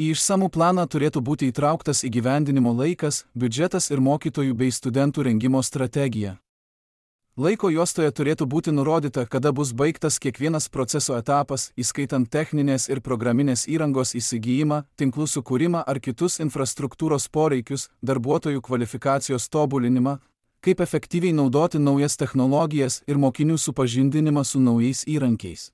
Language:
Lithuanian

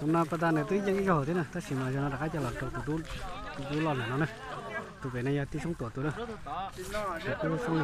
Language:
Hmong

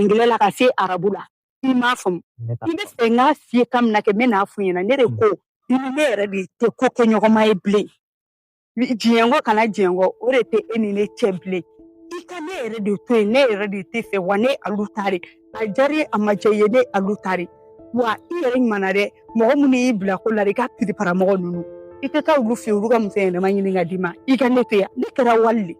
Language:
Bambara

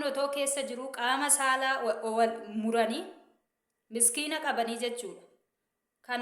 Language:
Oromo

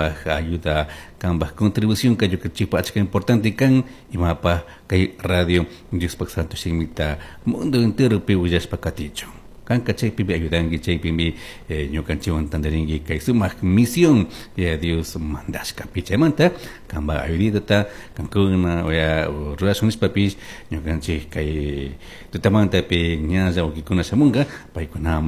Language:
Chimborazo Highland Quichua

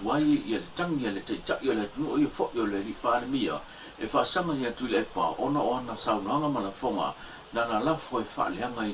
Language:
Samoan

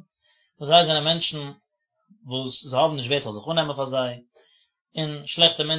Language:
Yiddish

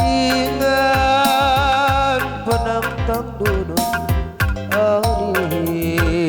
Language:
Batak Karo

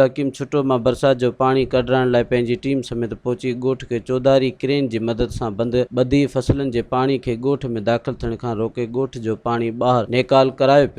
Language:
Sindhi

